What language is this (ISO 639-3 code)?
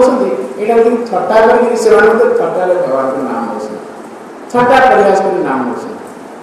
ori